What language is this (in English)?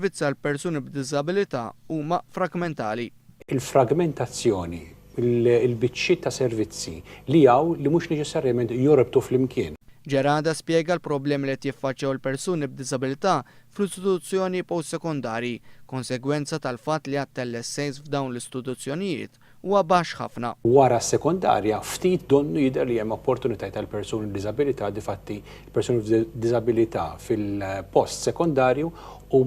Maltese